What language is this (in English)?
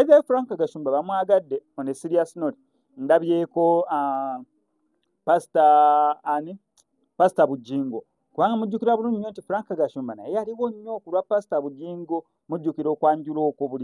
Ganda